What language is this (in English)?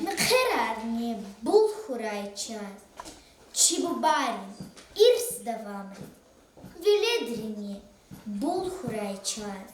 Lezghian